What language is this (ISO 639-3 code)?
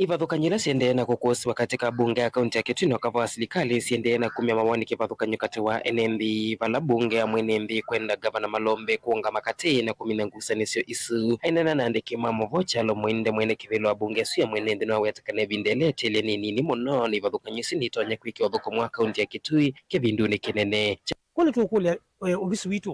kam